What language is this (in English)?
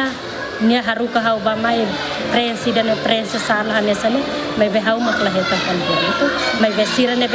Tetum